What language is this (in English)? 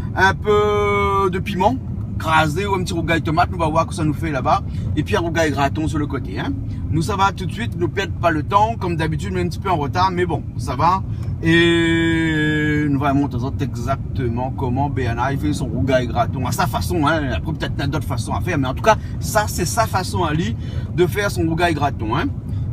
Réunion Creole French